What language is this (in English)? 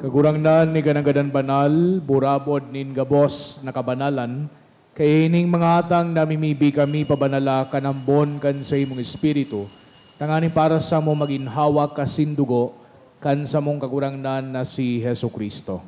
Bikol